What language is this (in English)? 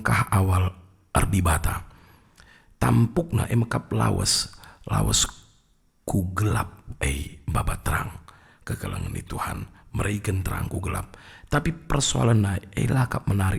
Batak Karo